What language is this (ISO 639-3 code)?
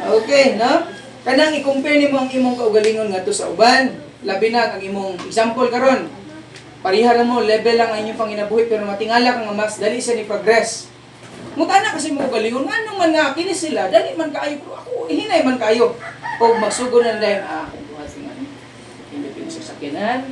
ceb